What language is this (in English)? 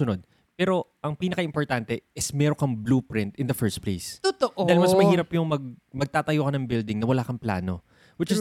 Filipino